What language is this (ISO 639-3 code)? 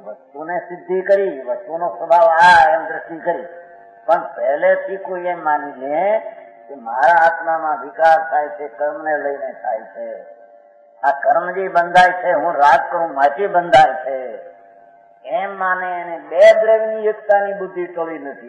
guj